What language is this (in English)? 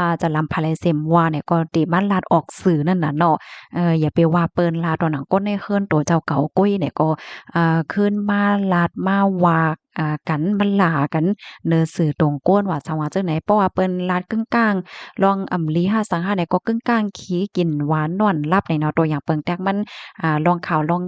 Shan